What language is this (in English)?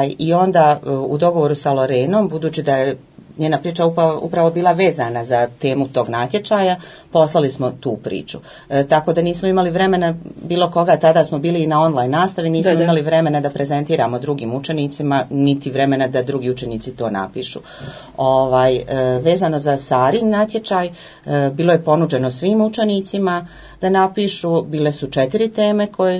Croatian